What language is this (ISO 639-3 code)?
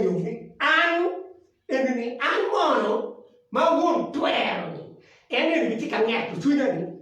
ach